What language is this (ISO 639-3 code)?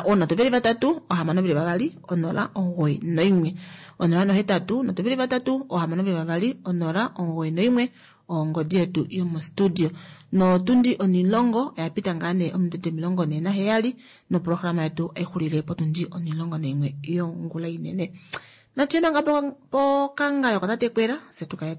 kua